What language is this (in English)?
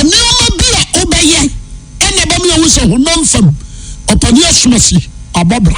Akan